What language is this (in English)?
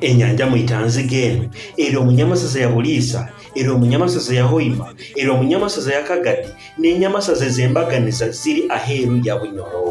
Nyoro